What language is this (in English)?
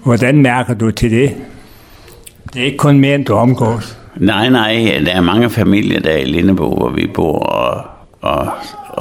Danish